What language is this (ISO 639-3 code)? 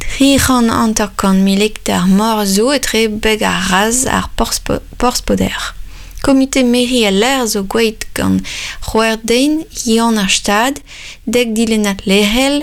bre